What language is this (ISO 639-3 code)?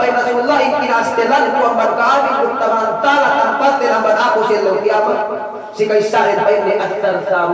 yka